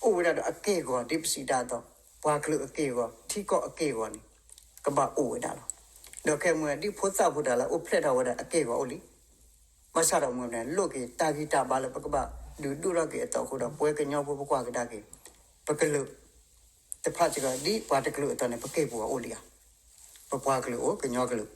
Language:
S'gaw Karen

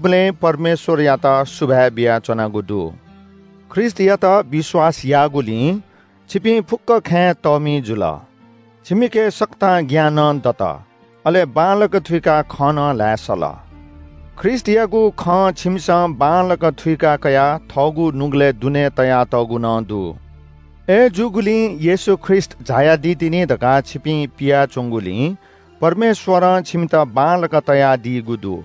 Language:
Newari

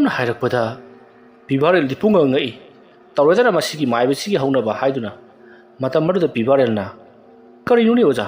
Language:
Manipuri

